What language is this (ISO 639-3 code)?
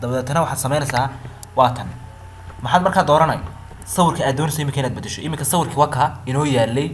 som